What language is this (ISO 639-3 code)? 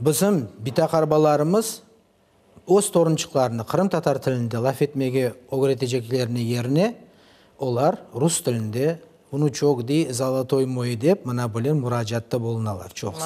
crh